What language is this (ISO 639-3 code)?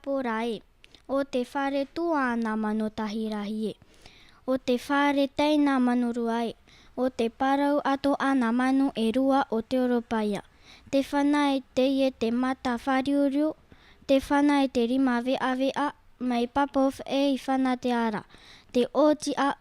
tah